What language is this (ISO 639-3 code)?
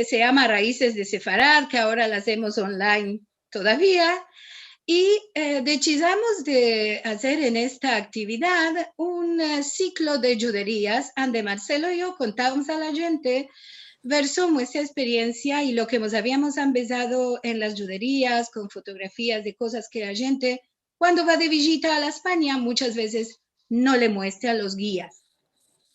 lad